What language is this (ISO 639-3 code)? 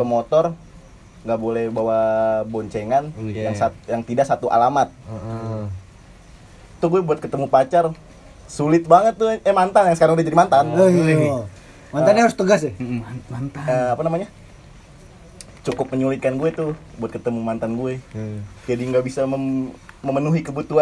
ind